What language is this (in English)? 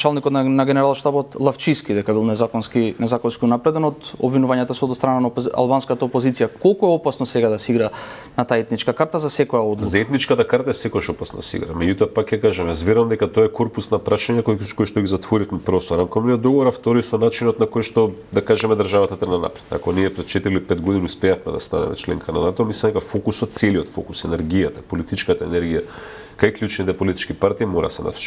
Macedonian